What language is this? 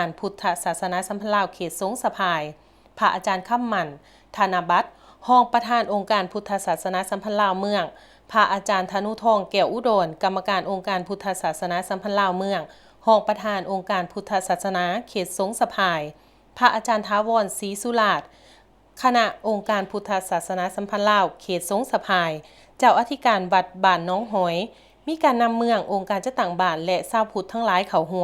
Lao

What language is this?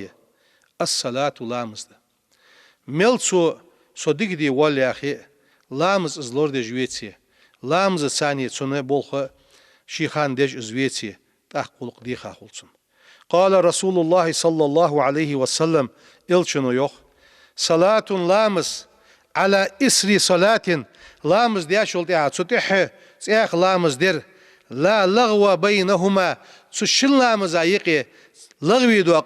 Ingush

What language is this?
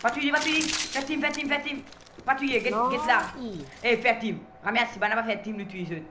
Morisyen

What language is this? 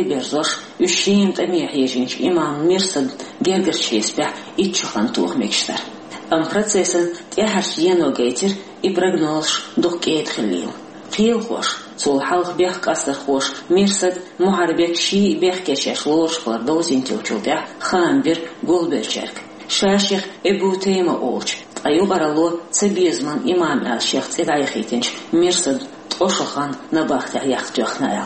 Chechen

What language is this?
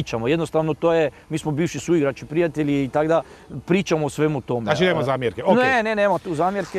Croatian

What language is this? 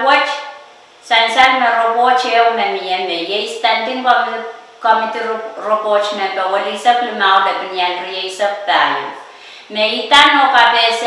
Pohnpeian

